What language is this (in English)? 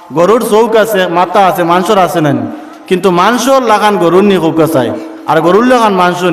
Sylheti